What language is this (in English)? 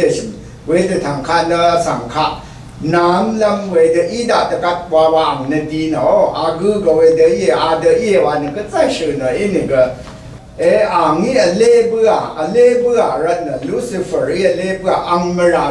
Rawang